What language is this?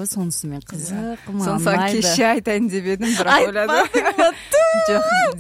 Kazakh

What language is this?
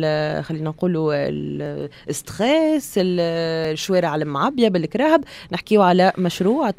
Tunisian Arabic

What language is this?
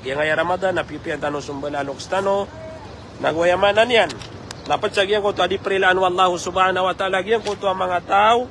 Maranao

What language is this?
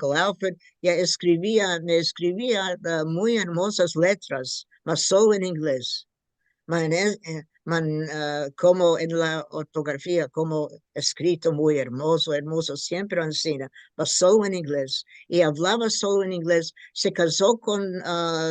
Ladino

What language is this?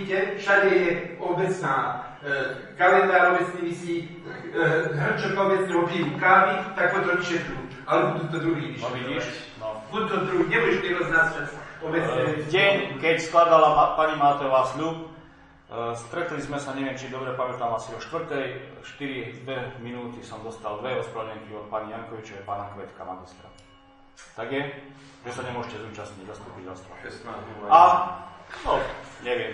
Slovak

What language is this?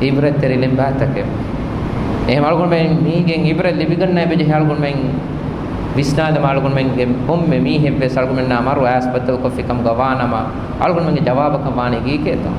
Divehi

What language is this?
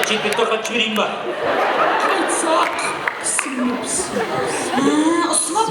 Kara-Kalpak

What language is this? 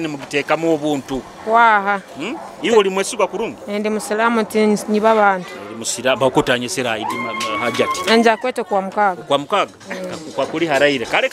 Nyoro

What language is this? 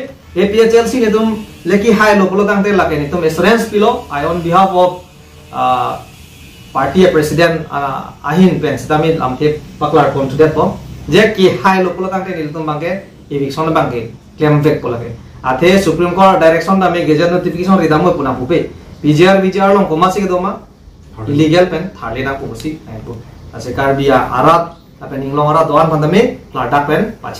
Karbi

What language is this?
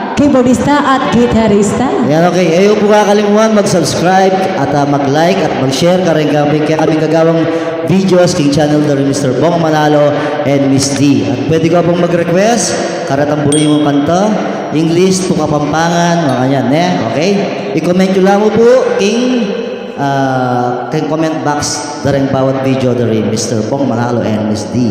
Pampanga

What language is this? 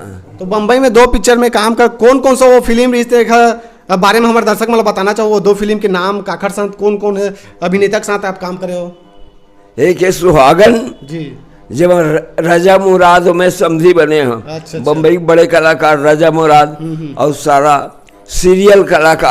Chhattisgarhi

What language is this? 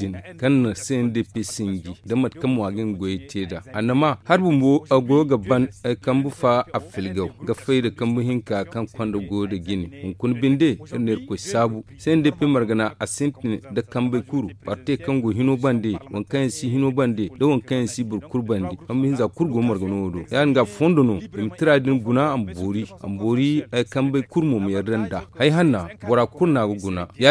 Zarma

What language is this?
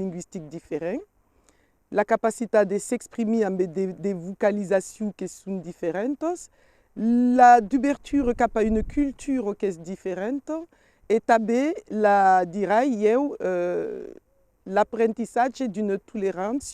Occitan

